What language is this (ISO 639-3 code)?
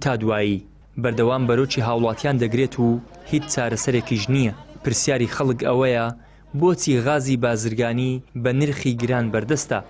ckb